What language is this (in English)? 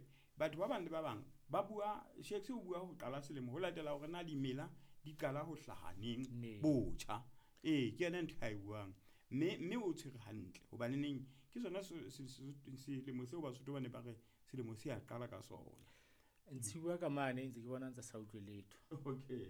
Southern Sotho